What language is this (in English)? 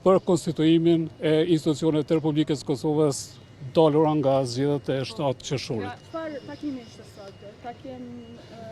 Albanian